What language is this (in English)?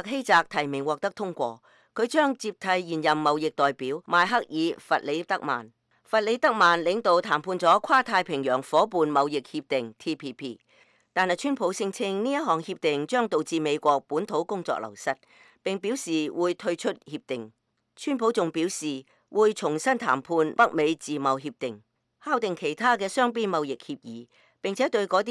Cantonese